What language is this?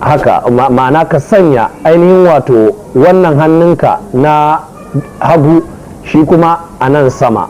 Hausa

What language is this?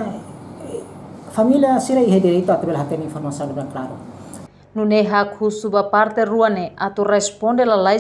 Tetum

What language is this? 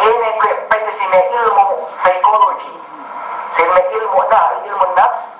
Yakan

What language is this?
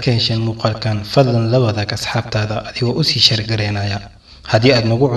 Somali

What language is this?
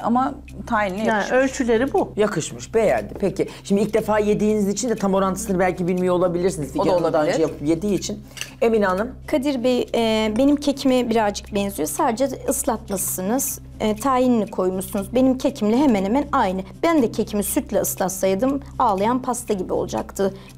Turkish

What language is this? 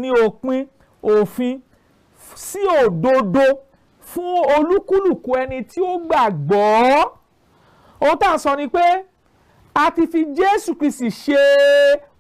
Yoruba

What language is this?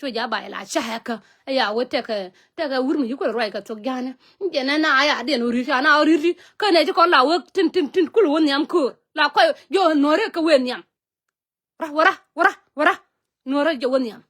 Nuer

